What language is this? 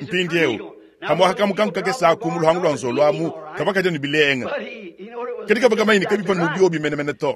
Luba-Lulua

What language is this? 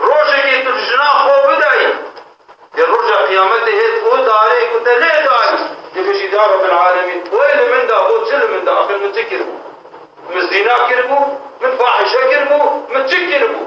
Kurdish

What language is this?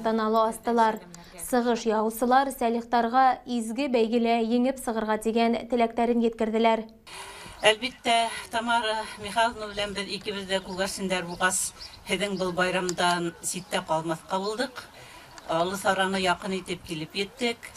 Bashkir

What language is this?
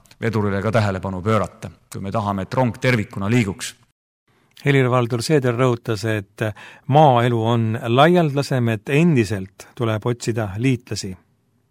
Estonian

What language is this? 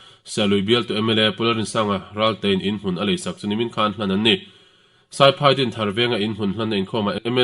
Mizo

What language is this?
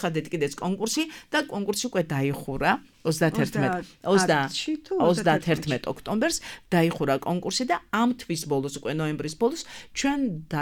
Georgian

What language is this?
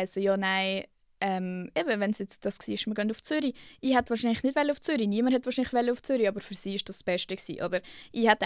Swiss German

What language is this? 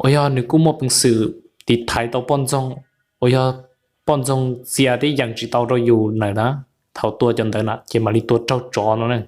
Hmong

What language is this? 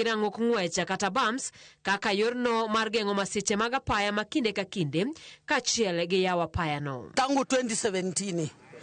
Luo (Kenya and Tanzania)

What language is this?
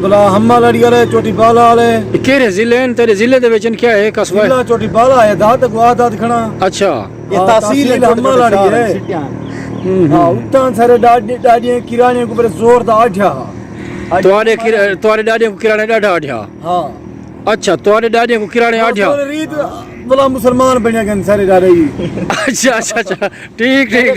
Saraiki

